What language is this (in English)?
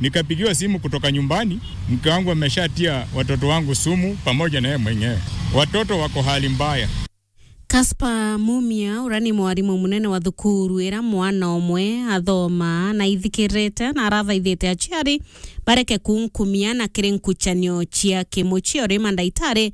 Meru